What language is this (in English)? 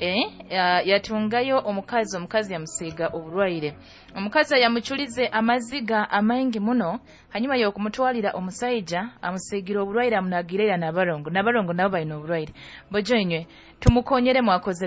Nyoro